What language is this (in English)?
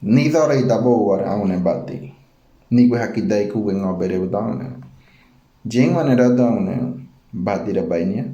Ngäbere